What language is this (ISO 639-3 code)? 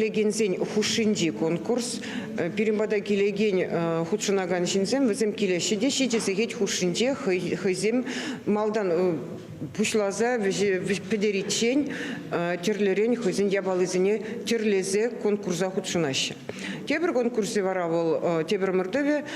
chv